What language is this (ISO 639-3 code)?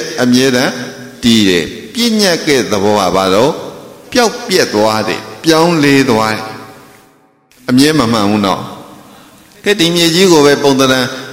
mya